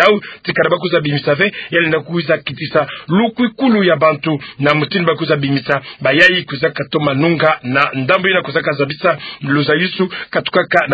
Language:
Kituba (Democratic Republic of Congo)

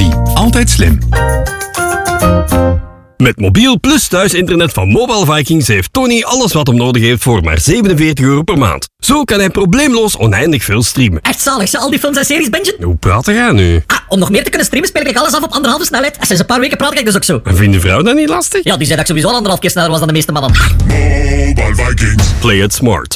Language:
Dutch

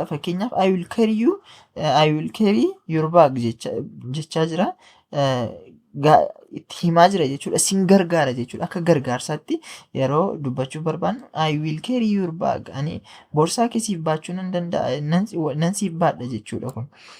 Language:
Oromo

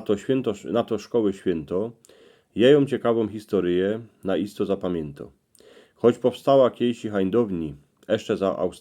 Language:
Silesian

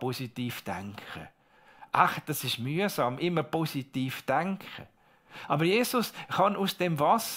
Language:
Swiss German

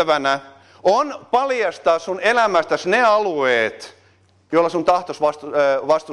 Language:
Finnish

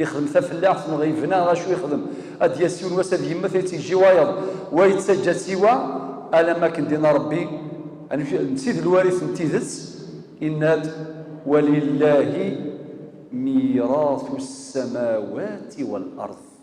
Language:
Kabyle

